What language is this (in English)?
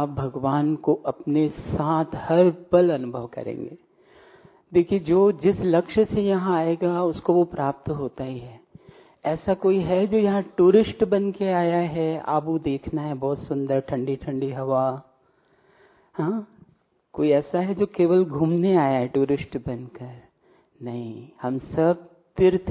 Hindi